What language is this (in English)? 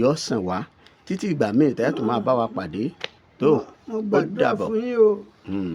Yoruba